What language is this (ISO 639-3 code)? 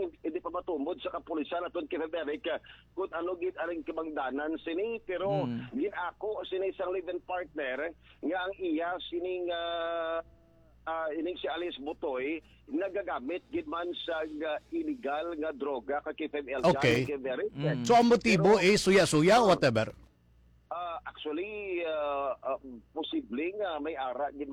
hil